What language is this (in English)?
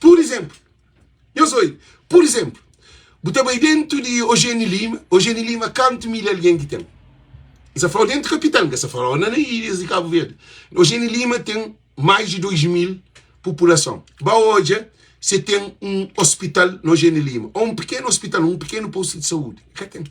Kabuverdianu